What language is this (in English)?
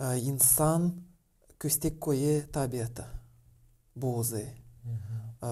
Gagauz